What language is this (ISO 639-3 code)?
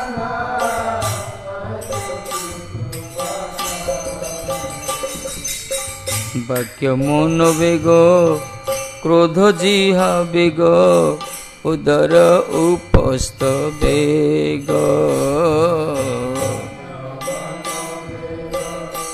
ori